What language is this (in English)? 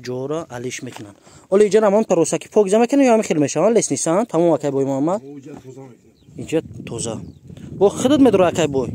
Tajik